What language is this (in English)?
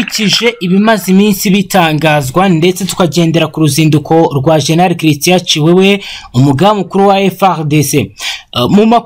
Kinyarwanda